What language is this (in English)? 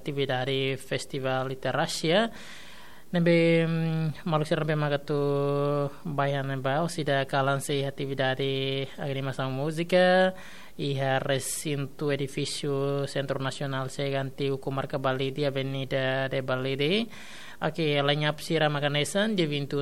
Tetum